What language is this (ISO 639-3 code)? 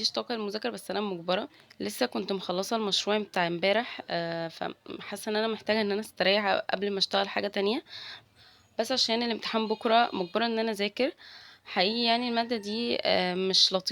arz